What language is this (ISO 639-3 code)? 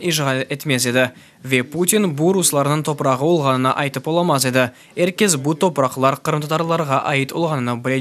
crh